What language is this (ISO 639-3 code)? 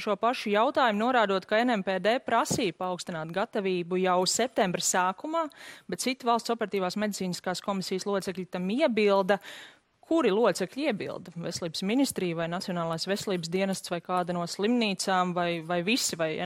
lav